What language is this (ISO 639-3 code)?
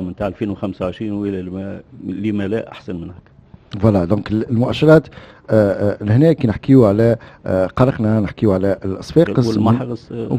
aeb